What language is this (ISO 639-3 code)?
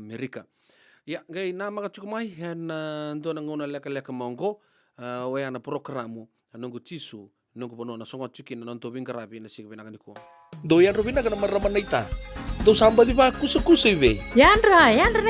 fij